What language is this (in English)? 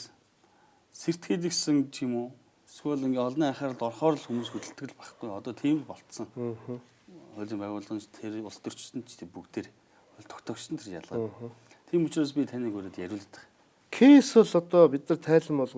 Mongolian